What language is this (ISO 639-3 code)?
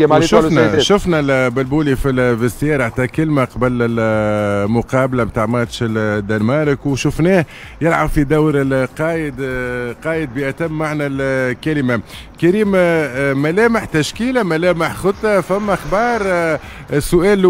aeb